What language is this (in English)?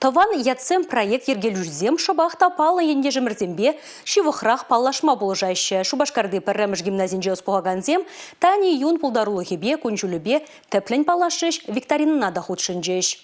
Chuvash